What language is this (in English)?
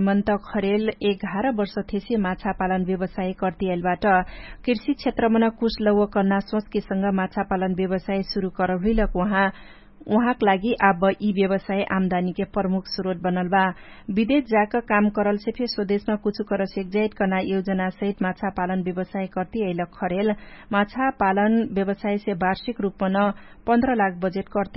Dangaura Tharu